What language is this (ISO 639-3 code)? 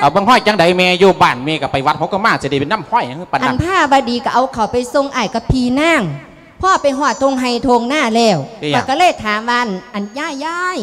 lao